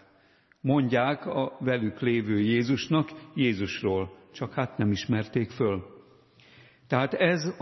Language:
Hungarian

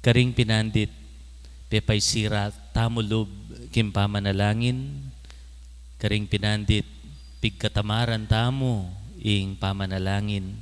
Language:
Pampanga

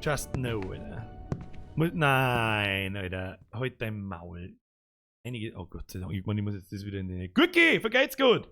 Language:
Bavarian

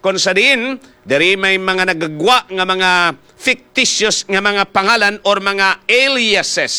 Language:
Hiligaynon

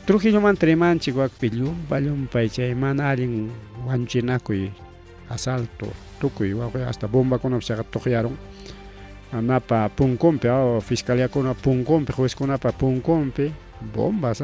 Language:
Ayacucho Quechua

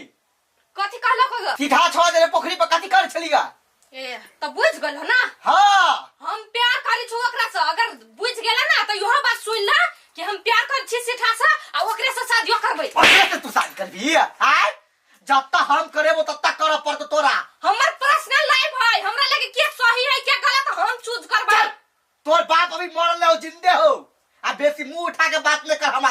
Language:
Maithili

